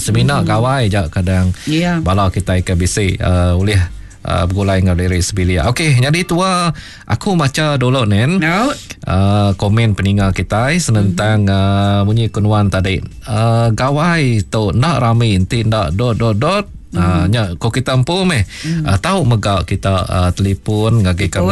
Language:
Iban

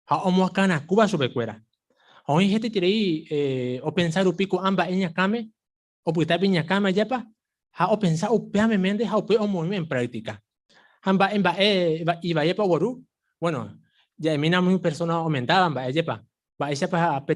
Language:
Guarani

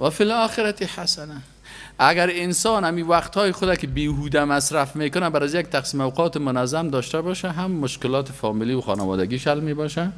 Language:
Persian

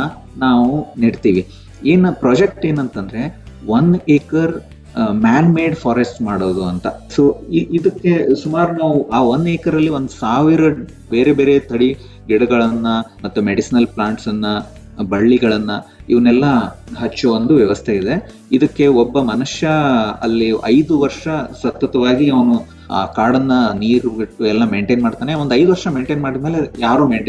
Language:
Kannada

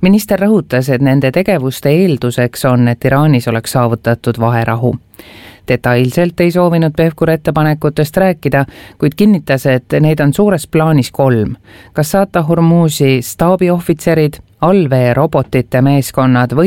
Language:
Estonian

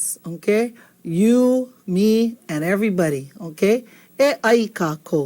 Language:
Hawaiian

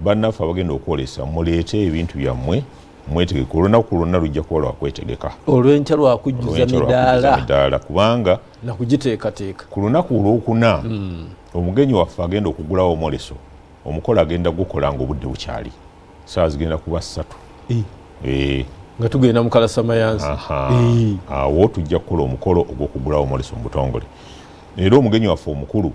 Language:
Ganda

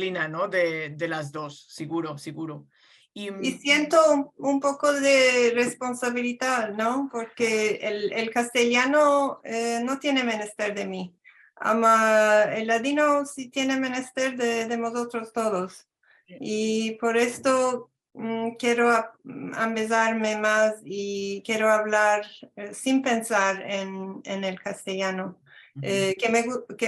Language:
Ladino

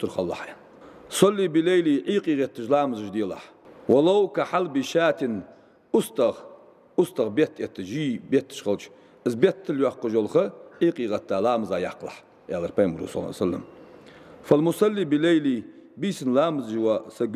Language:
Ingush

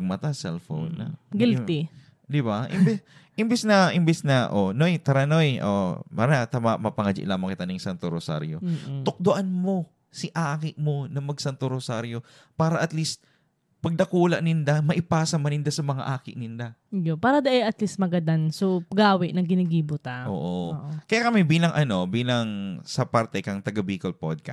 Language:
Bikol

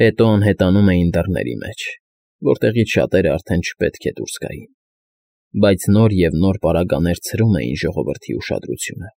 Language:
Armenian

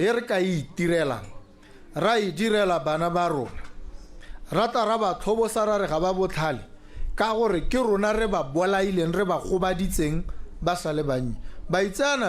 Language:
Tswana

